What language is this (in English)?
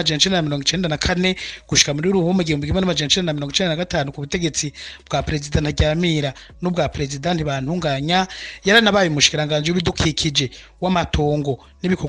Rundi